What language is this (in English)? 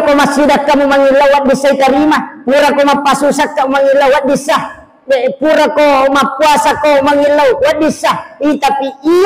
Buginese